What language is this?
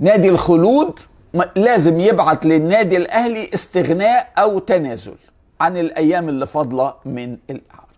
Egyptian Arabic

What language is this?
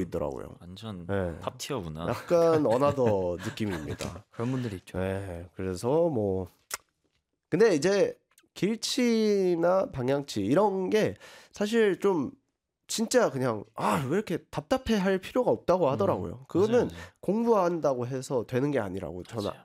Korean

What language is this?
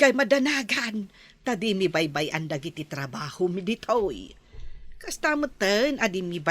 Iloko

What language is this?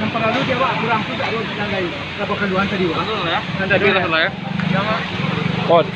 Minangkabau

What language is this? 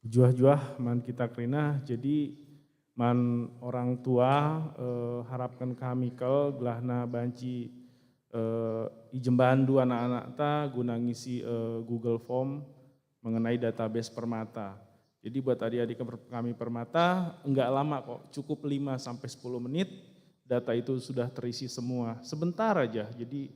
Batak Karo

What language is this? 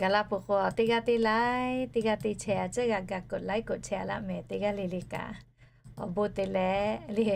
Lahu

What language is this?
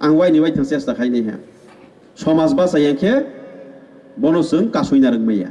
Kok Borok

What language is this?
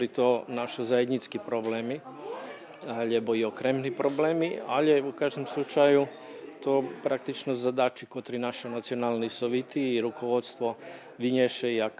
Rusyn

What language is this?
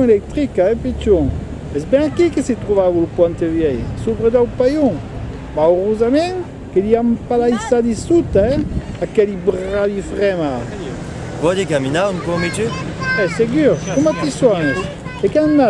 Occitan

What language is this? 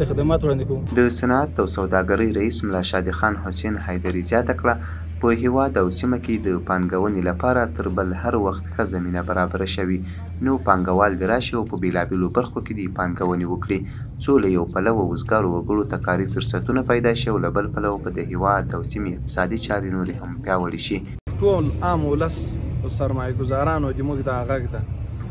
Pashto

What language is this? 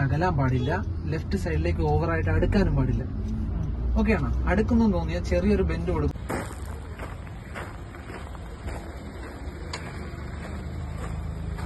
Malayalam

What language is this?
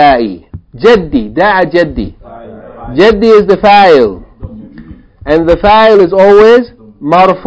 English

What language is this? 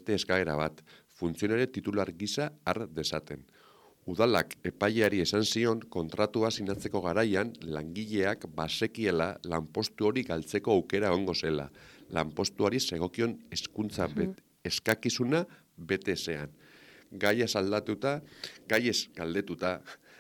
Basque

